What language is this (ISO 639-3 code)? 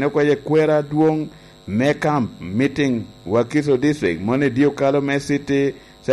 laj